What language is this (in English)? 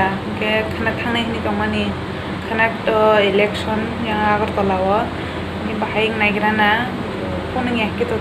Kok Borok